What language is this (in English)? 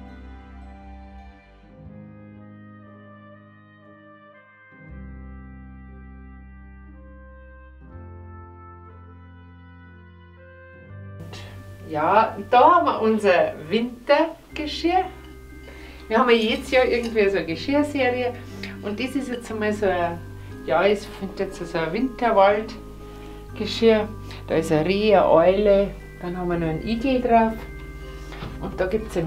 German